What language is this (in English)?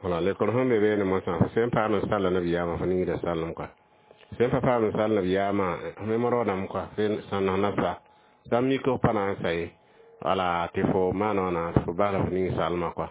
Mossi